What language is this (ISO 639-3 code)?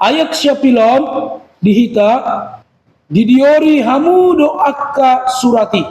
bbc